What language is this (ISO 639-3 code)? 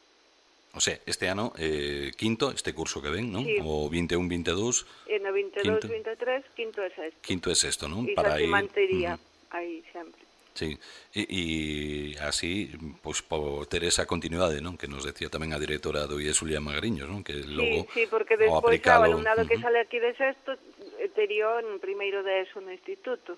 glg